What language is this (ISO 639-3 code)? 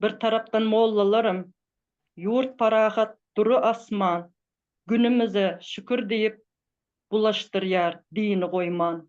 tuk